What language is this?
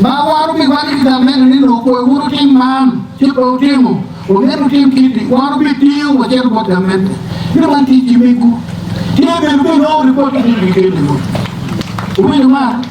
Acoli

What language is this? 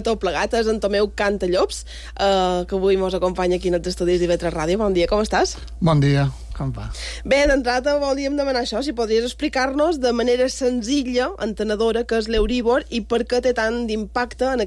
Catalan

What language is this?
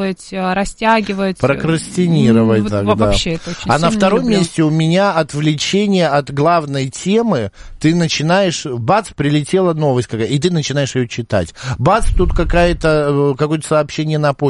Russian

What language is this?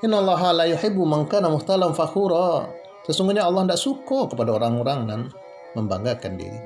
Minangkabau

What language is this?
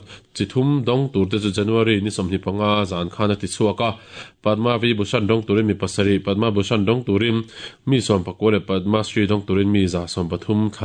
Mizo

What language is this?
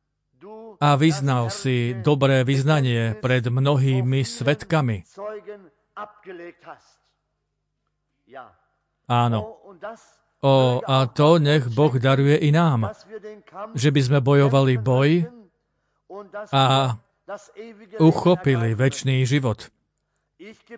Slovak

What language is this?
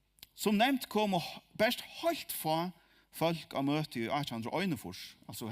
Faroese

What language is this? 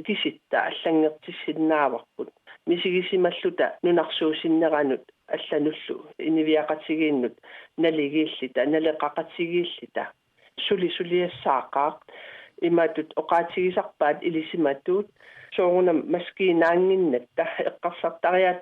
Kalaallisut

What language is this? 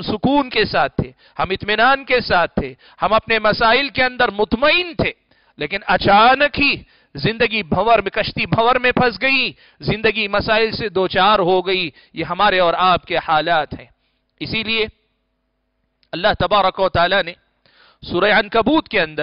Urdu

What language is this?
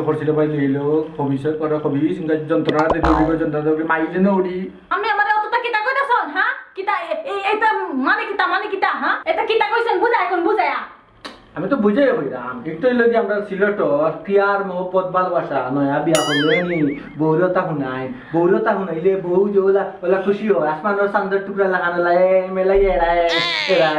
Sylheti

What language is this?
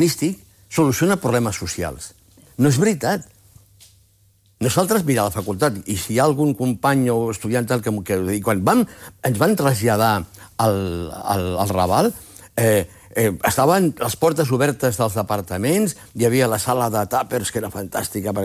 Catalan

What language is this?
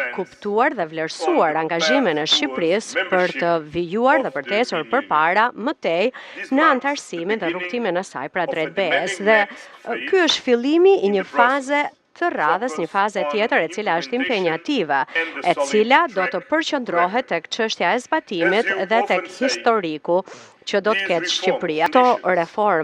Albanian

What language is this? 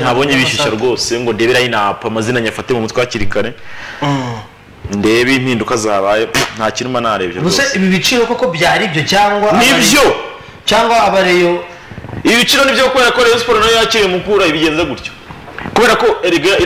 Kinyarwanda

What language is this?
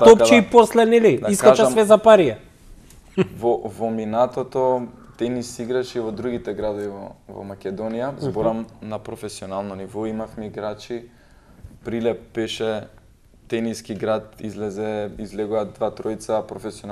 Macedonian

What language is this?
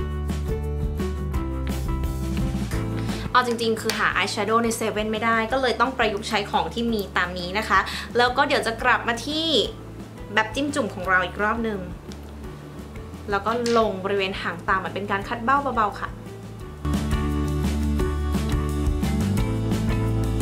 Thai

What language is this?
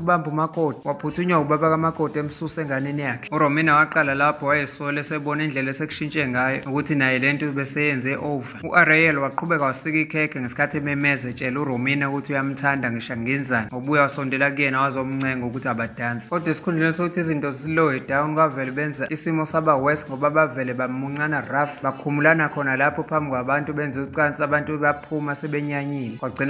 Zulu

